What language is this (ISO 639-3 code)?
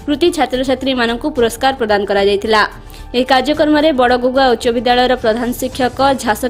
ori